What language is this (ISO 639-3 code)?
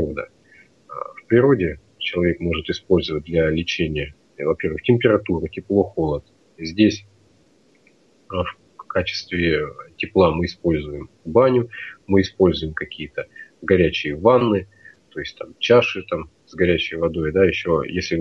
rus